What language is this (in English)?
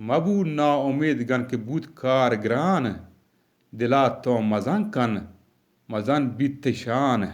Eastern Balochi